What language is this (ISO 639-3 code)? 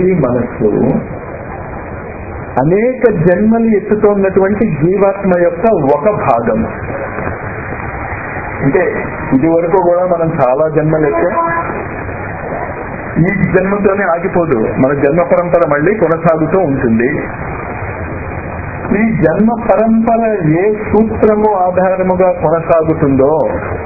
tel